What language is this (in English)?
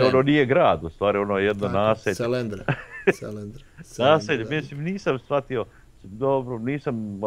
Bosnian